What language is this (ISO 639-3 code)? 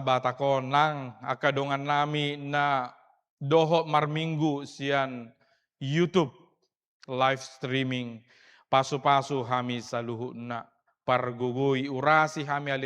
bbc